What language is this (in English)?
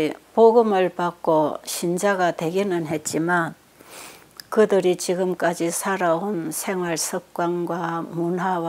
Korean